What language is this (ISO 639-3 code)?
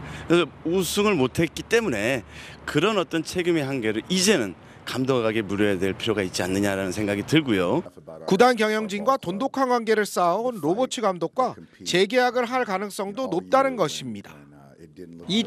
kor